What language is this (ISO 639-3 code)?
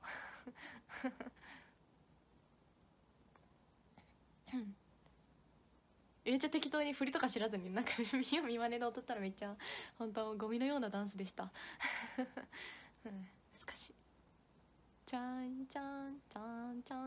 jpn